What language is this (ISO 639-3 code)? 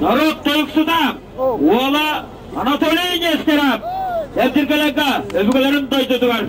sah